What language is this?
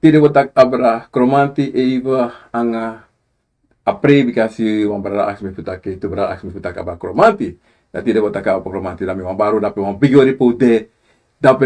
Sranan Tongo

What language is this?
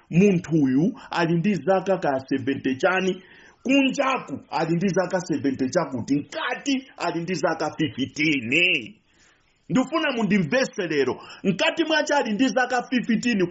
Nyanja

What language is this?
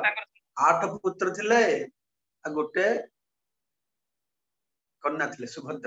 Odia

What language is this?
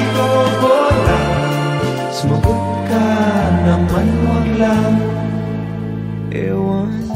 Filipino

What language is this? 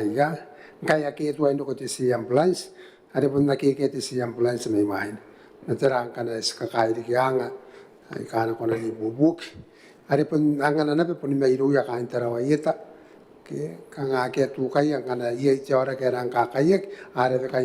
Gilbertese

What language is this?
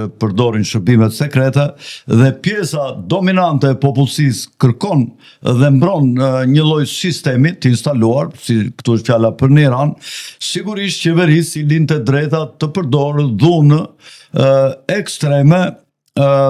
Albanian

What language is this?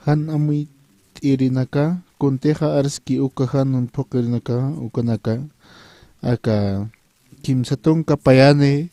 Aymara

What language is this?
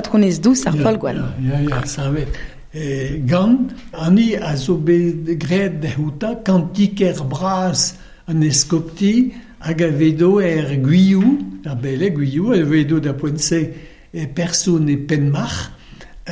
Breton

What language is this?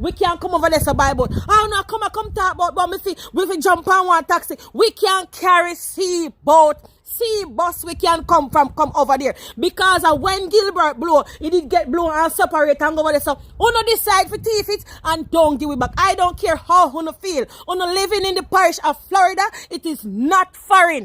Jamaican Creole English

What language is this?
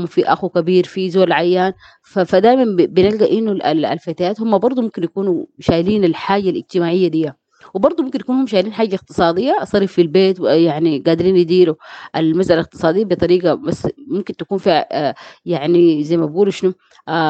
Sudanese Arabic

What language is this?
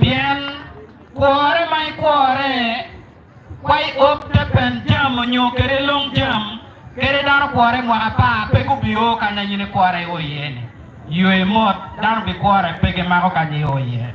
Acoli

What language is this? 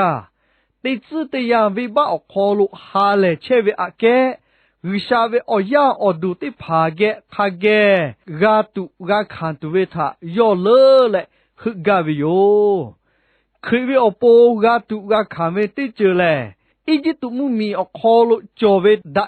Lahu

